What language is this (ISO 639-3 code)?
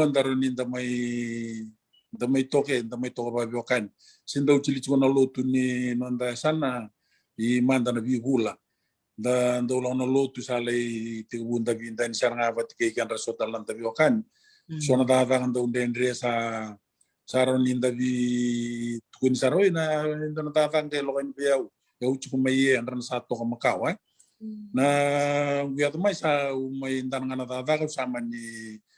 fij